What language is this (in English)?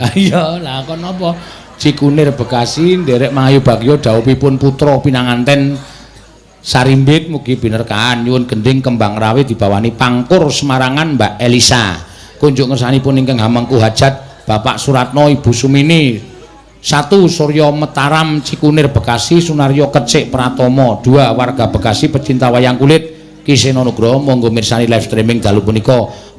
Javanese